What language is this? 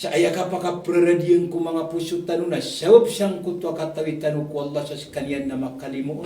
Maranao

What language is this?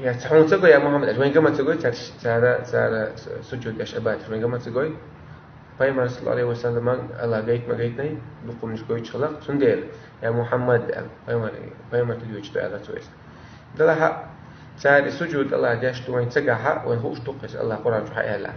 Chechen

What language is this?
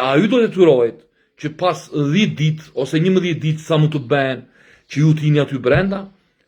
Albanian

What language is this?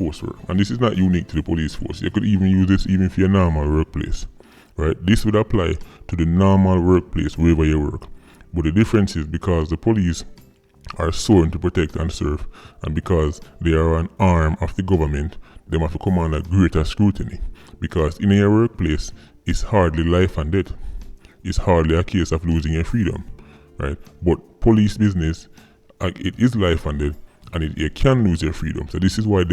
Jamaican Creole English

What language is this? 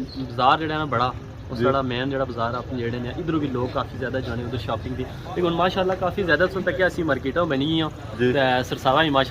Pahari-Potwari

